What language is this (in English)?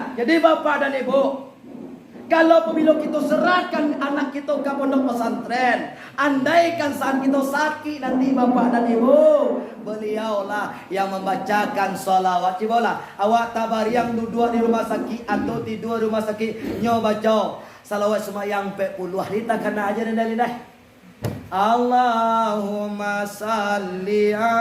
Minangkabau